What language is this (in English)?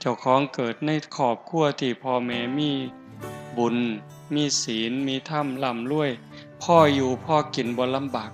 Northeastern Thai